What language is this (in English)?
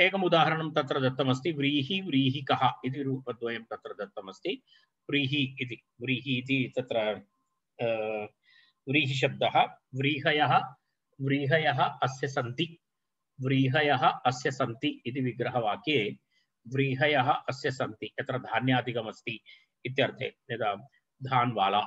Sanskrit